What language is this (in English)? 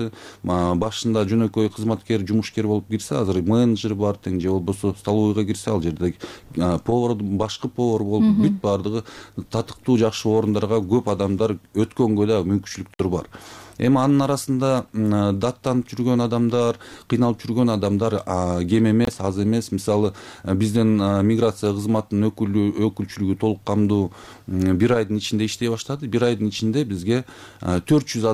Kyrgyz